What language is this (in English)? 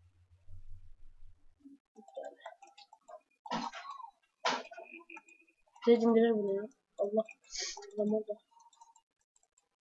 Turkish